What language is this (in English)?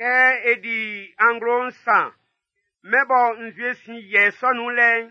Baoulé